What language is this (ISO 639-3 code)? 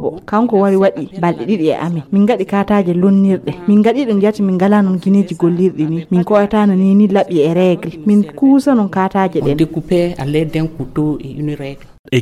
ful